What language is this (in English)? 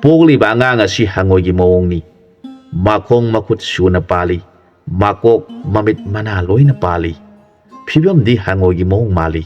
Manipuri